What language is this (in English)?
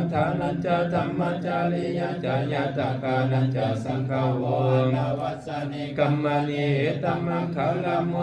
Pali